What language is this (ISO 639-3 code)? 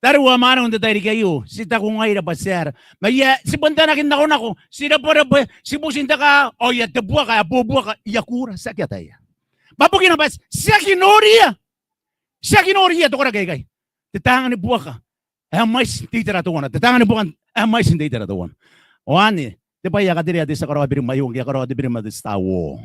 gil